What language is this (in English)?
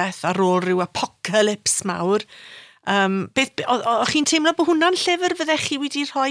Welsh